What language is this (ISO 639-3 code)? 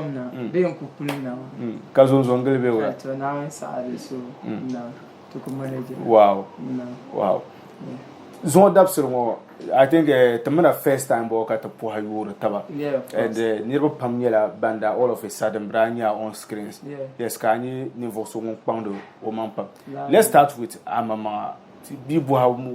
dag